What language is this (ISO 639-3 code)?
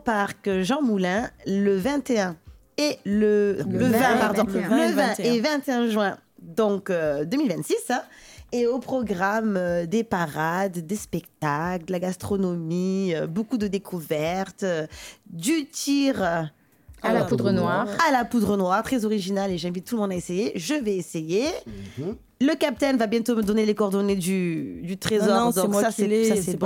fra